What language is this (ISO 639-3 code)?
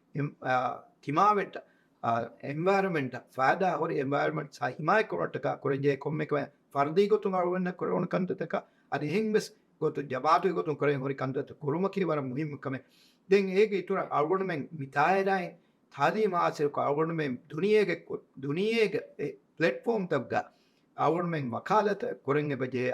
div